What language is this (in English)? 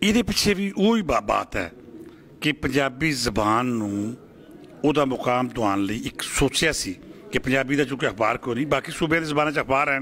Western Panjabi